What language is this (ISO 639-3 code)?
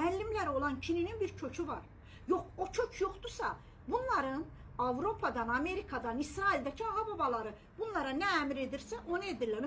aze